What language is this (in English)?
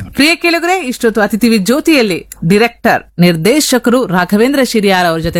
Kannada